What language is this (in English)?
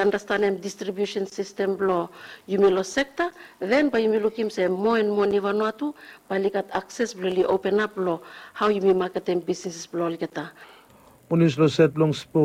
Bislama